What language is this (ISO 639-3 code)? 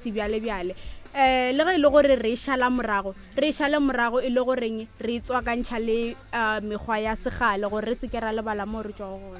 nso